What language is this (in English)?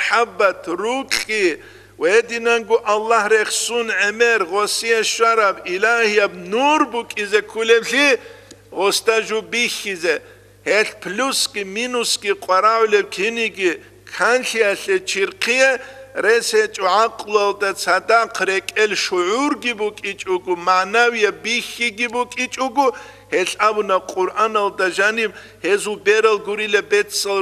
Avaric